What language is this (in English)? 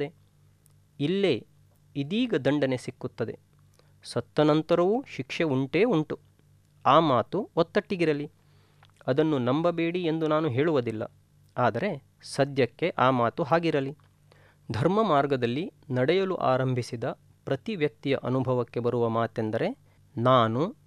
Kannada